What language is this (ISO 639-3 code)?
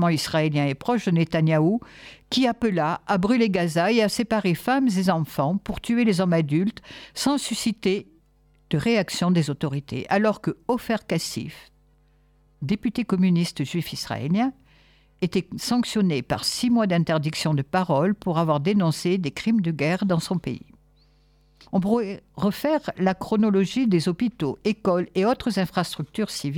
fra